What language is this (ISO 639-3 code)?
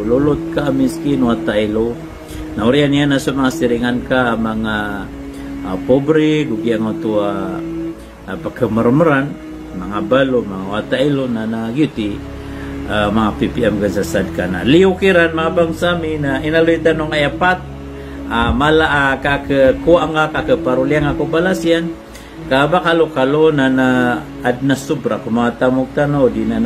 mrw